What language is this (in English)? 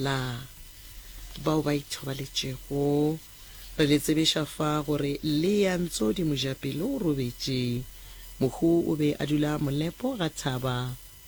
Northern Sotho